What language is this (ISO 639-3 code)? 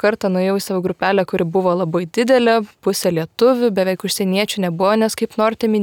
lit